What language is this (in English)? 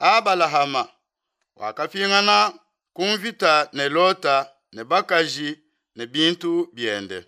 Luba-Lulua